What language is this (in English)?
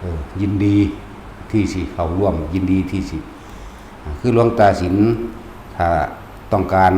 Northeastern Thai